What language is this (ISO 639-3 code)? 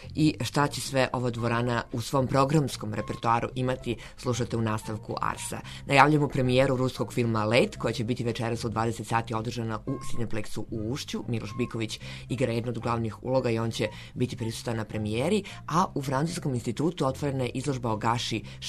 srp